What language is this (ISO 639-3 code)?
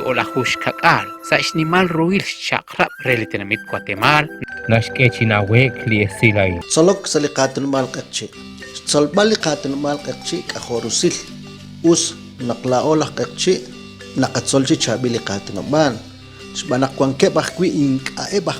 kek